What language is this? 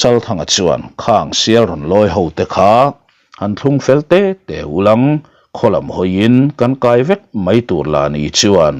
Mizo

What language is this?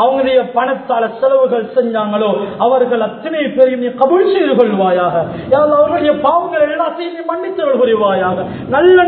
Tamil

